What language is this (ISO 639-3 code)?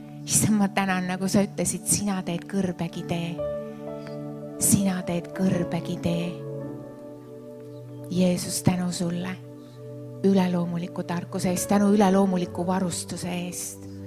est